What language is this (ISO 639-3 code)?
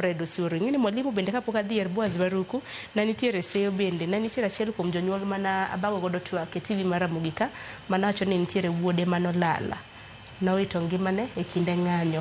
luo